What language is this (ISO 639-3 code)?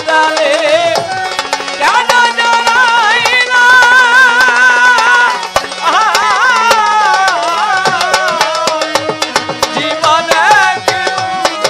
ben